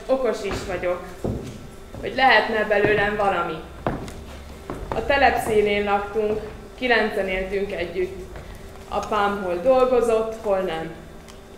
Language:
Hungarian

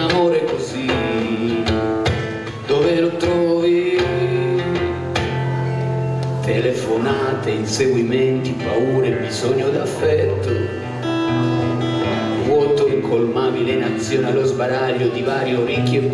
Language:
Italian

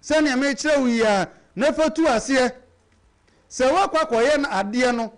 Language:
Akan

